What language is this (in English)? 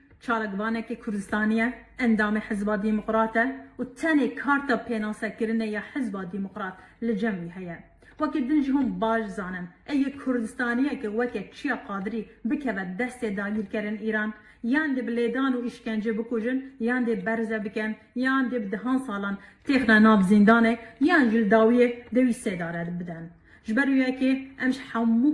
Kurdish